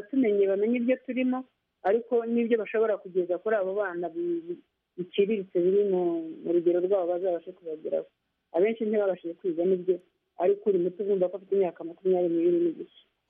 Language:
Kinyarwanda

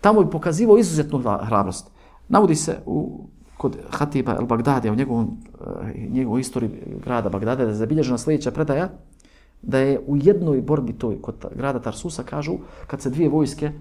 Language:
Bosnian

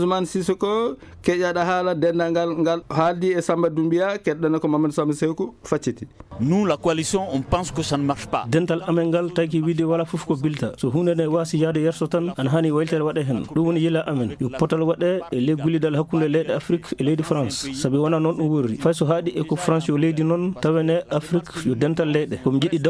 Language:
Fula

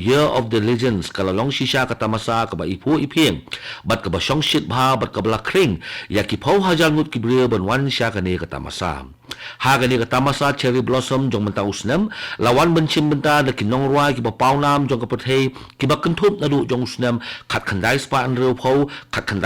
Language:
Khasi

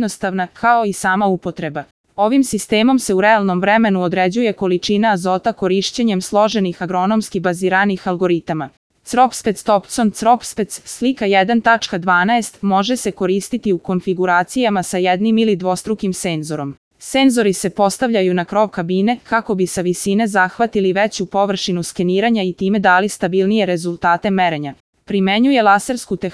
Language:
Serbian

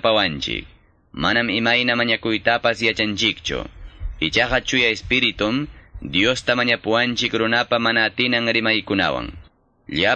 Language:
Quechua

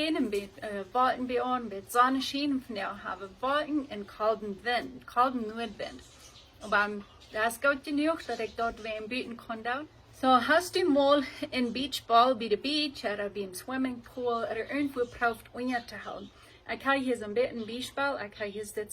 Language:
Plautdietsch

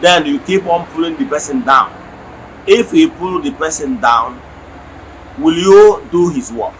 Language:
Igbo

